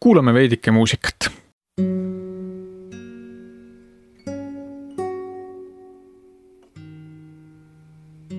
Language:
Estonian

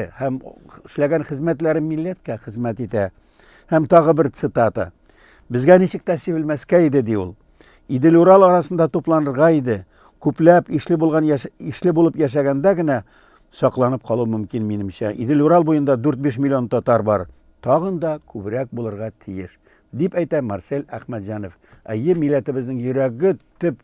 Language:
Tatar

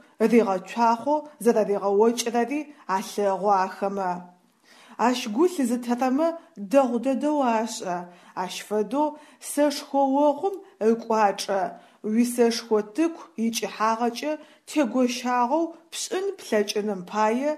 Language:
Adyghe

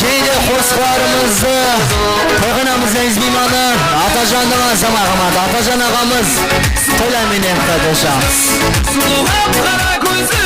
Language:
Kara-Kalpak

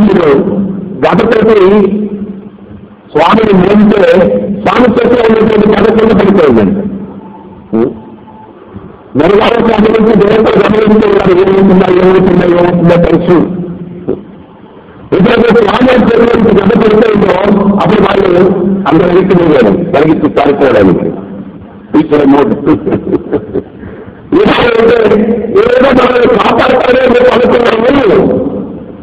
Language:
Telugu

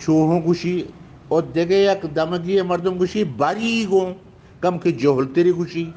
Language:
Eastern Balochi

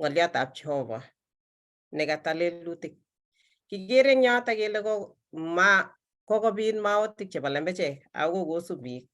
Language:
Kalenjin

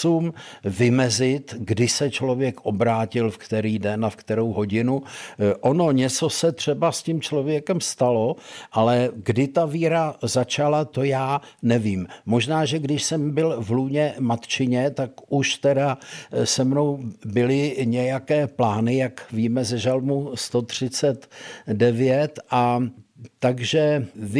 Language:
Czech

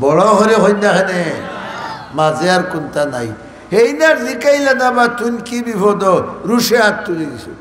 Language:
Sylheti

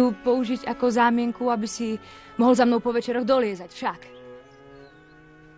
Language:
Slovak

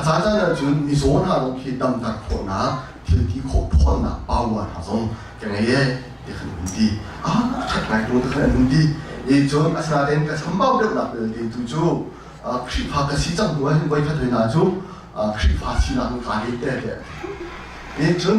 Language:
Hakha Chin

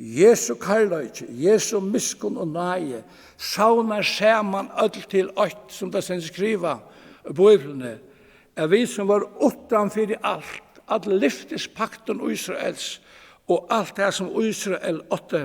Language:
Faroese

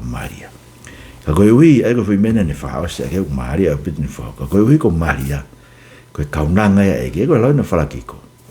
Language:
Tongan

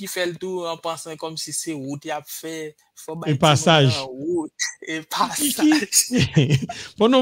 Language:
Haitian Creole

